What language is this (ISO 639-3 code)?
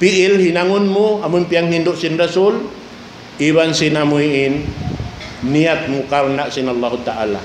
tsg